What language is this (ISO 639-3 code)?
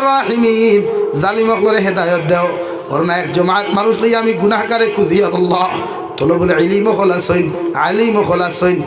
syl